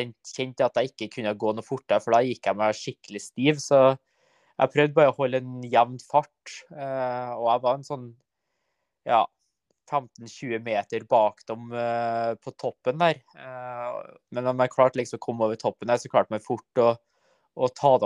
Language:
Norwegian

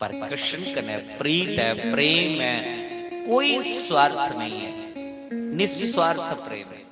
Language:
Dogri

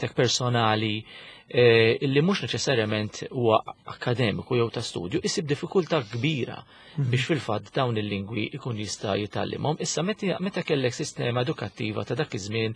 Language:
Maltese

